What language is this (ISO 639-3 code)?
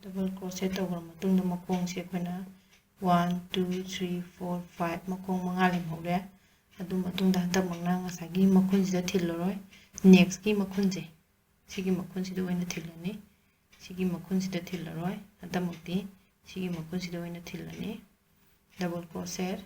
mni